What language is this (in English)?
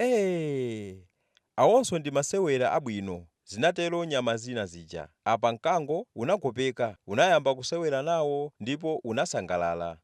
Nyanja